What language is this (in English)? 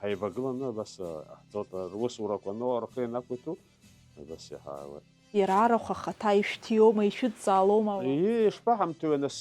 Abkhazian